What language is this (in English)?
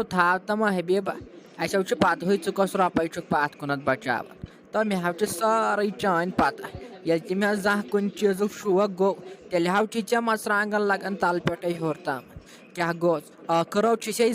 Kashmiri